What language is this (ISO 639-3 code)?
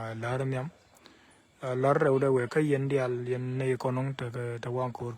nus